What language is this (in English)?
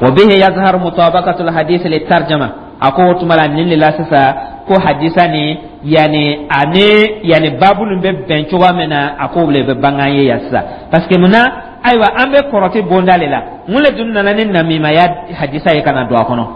Dyula